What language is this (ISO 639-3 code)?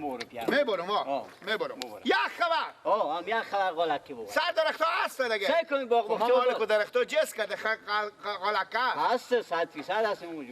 fas